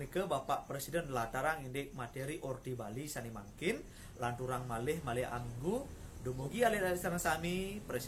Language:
Balinese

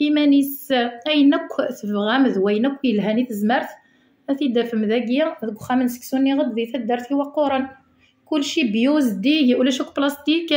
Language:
Kabyle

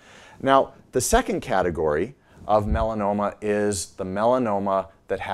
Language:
English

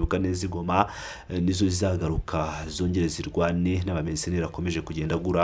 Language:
Kinyarwanda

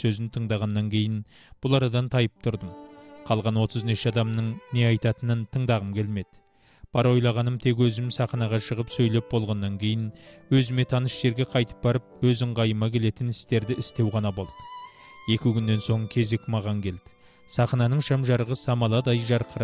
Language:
Kazakh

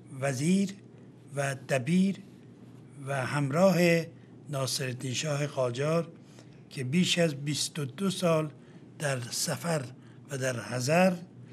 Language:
Persian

